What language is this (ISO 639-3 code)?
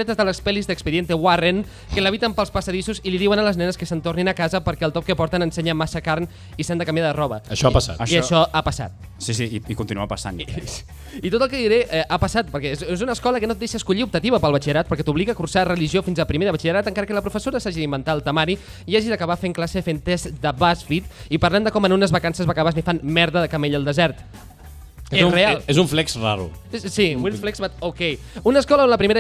cat